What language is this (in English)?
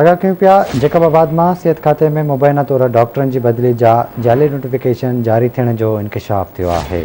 Sindhi